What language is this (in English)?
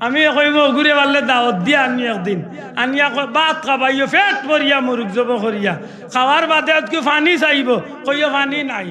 Sylheti